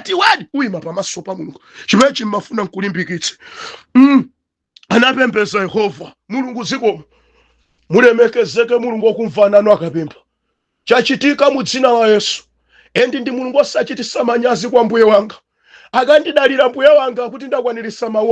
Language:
Nyanja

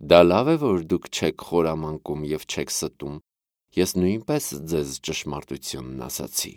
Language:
Armenian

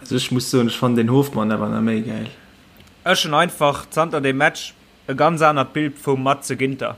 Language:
Luxembourgish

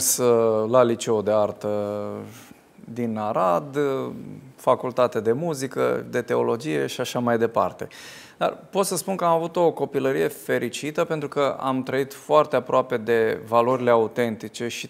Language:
Romanian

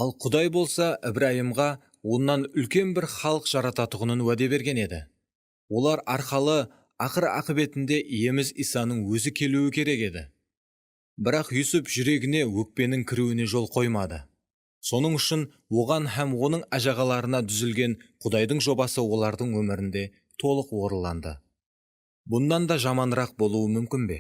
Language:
Kara-Kalpak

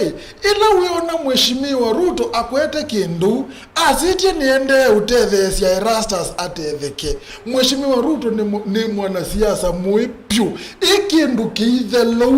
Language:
Kamba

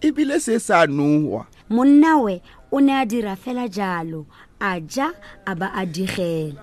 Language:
Tswana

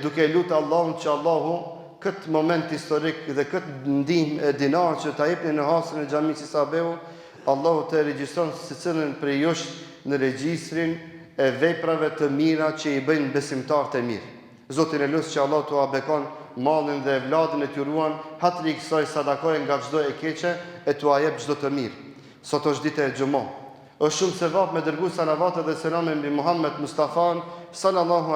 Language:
Albanian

